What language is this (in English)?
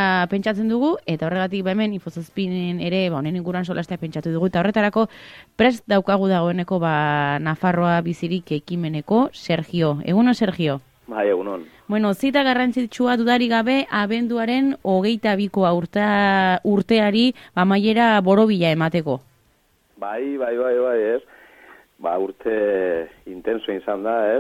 Basque